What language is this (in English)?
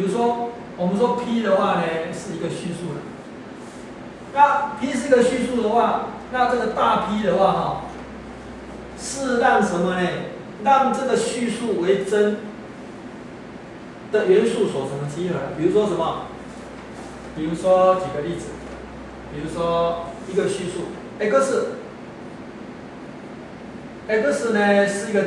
Chinese